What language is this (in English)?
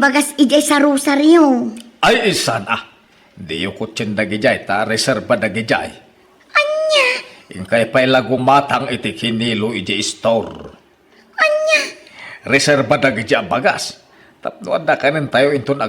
Iloko